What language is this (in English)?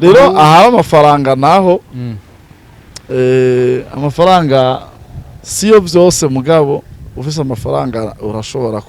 Rundi